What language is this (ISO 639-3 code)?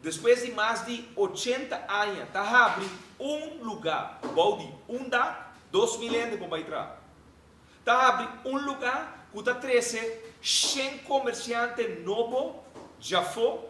pap